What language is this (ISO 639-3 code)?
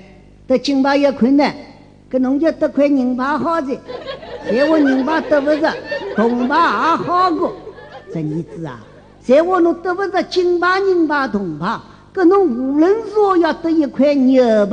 wuu